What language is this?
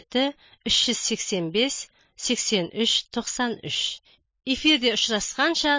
Kazakh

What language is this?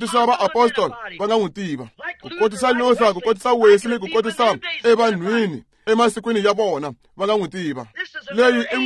Tsonga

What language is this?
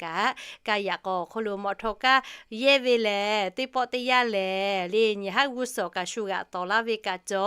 Lahu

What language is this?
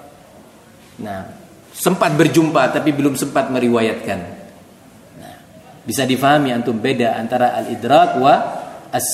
Indonesian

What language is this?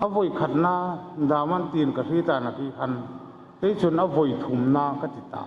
Hmar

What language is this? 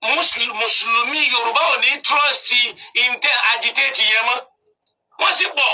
Yoruba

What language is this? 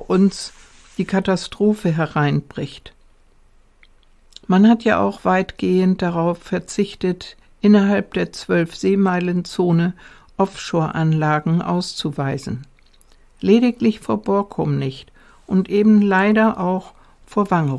German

